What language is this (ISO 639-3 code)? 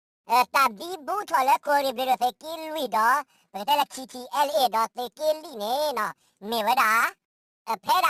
ksw